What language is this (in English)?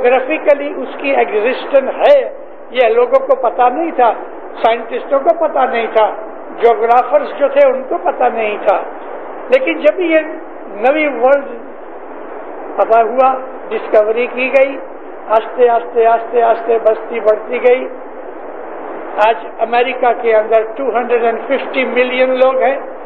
Urdu